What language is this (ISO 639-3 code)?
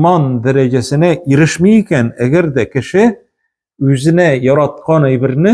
tat